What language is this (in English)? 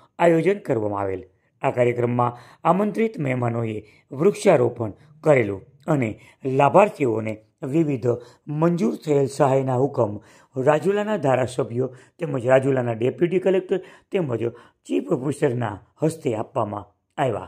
Gujarati